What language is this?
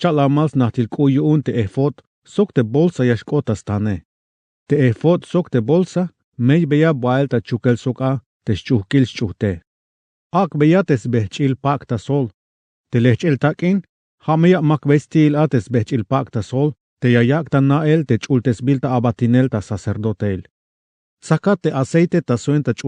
Tzeltal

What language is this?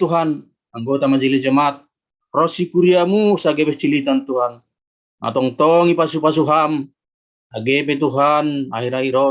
Batak Simalungun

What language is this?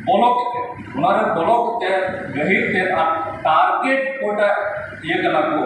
Santali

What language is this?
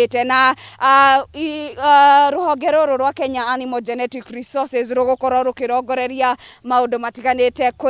Kikuyu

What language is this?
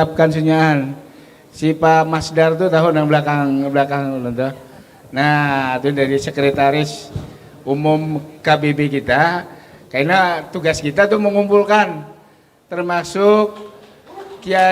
Banjar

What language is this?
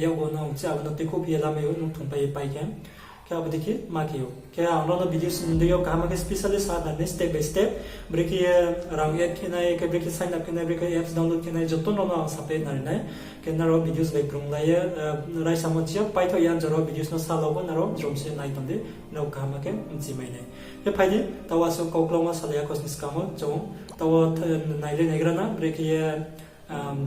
Riang (India)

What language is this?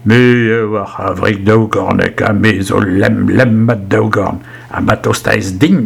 Breton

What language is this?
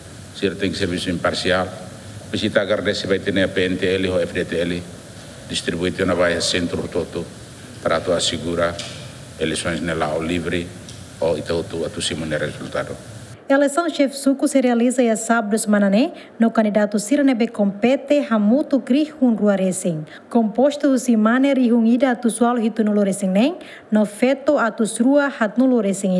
Tetum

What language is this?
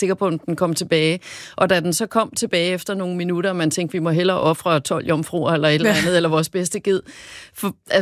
Danish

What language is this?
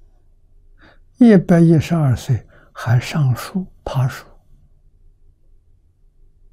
Chinese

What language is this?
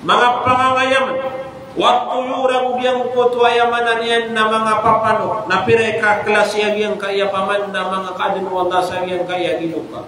Maranao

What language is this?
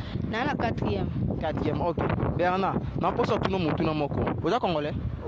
Lingala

